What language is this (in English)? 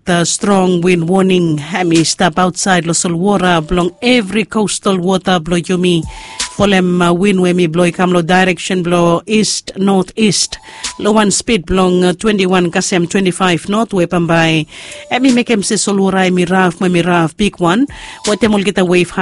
Bislama